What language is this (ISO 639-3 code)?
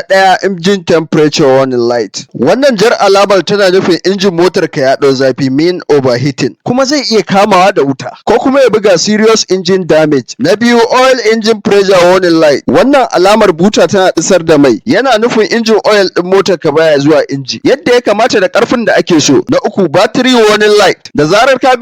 hau